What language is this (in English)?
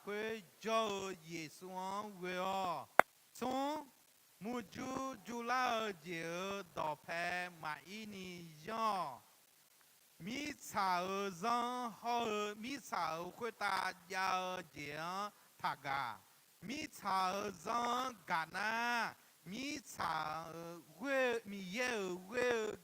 Akha